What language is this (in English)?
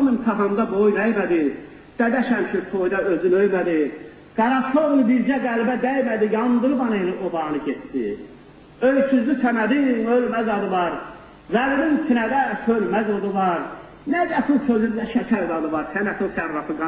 South Azerbaijani